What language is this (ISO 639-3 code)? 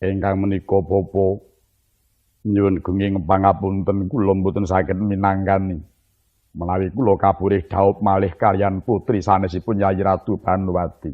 jav